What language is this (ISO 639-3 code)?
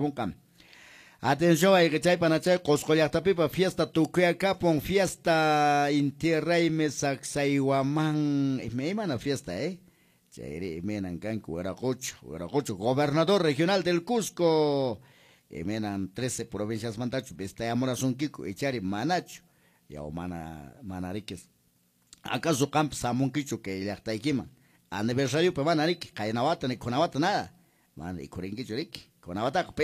que